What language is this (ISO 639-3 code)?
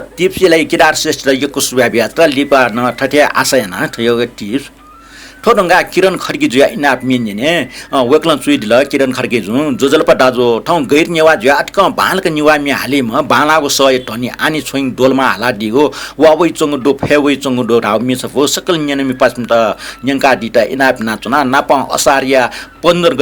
new